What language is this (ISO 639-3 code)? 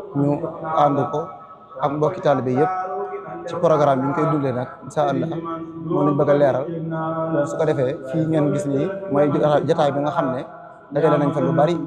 wol